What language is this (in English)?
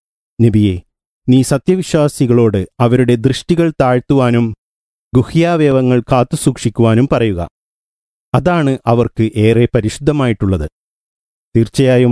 Malayalam